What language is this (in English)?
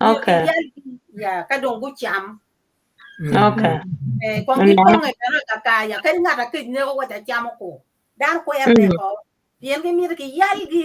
Acoli